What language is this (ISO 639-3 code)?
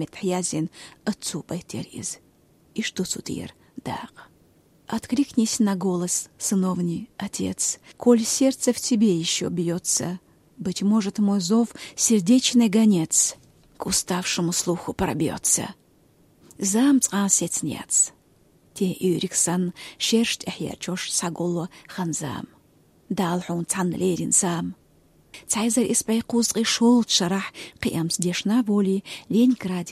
che